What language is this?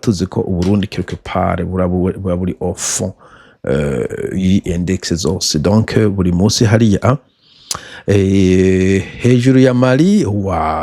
Rundi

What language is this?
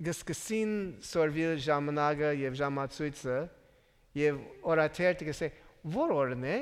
Western Armenian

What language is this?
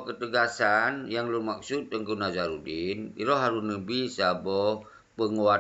Achinese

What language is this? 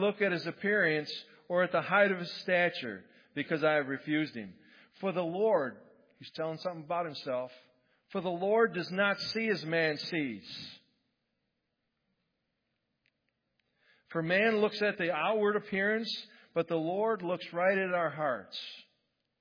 English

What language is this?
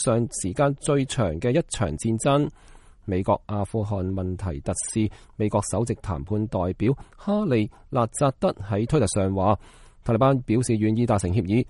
Cantonese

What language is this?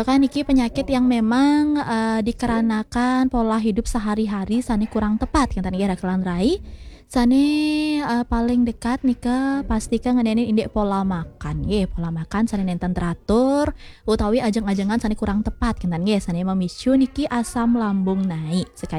Balinese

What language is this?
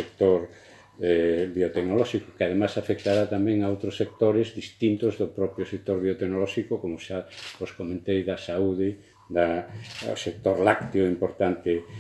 Galician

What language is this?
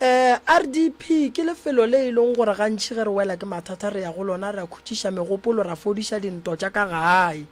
Northern Sotho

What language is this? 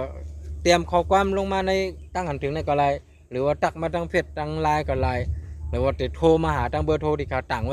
Shan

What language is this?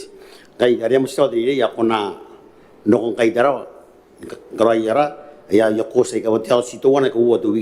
Gilbertese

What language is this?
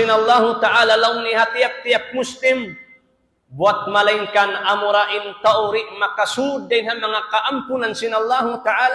Tausug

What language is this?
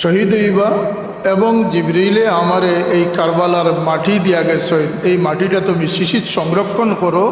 Sylheti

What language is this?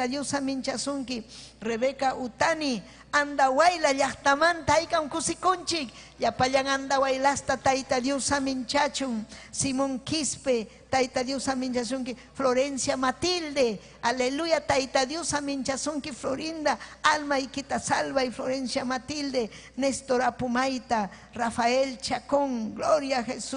Ayacucho Quechua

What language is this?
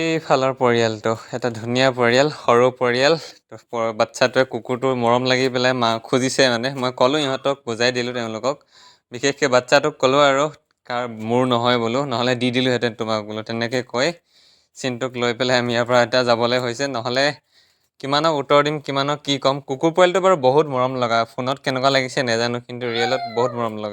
Assamese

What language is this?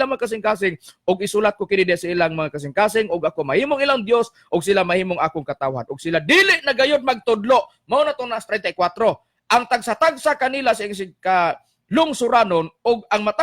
Cebuano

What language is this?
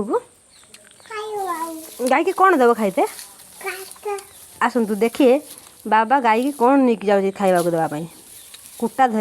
Odia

